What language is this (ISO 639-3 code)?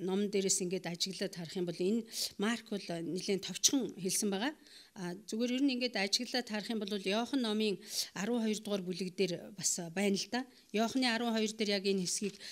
mon